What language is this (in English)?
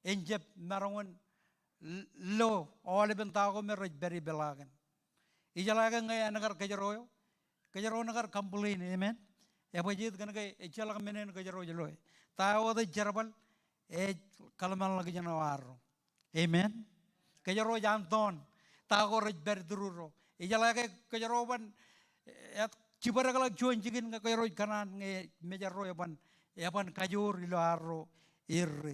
Marshallese